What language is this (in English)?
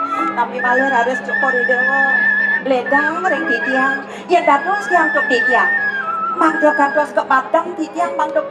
Balinese